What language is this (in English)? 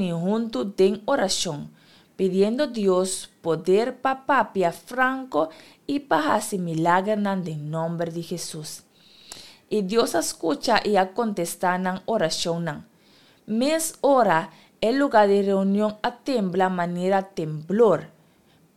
Papiamento